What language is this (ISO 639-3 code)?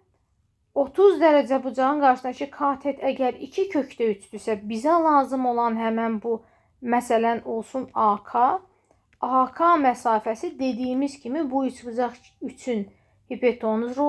aze